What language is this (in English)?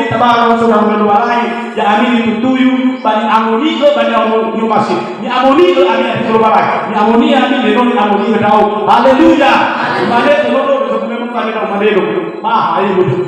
Nias